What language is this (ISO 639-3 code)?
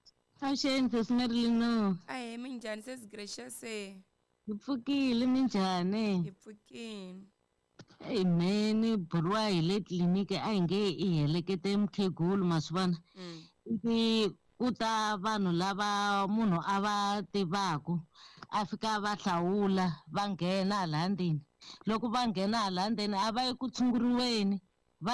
tso